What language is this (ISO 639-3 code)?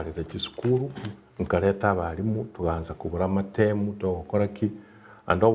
guz